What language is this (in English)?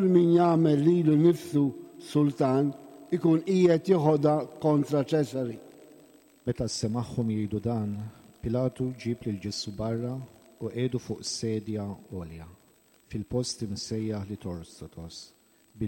Maltese